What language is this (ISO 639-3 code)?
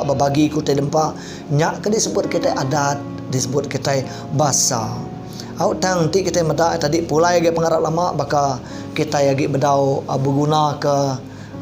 iba